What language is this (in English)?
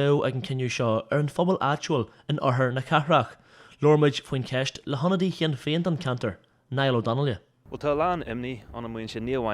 Irish